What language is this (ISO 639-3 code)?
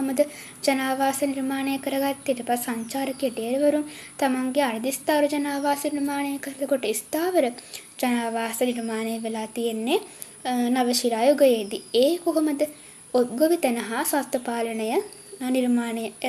sin